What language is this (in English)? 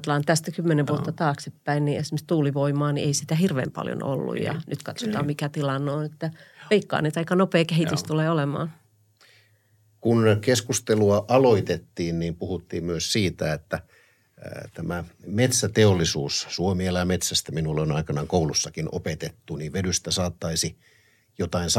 Finnish